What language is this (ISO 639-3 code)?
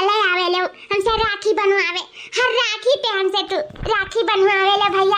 awa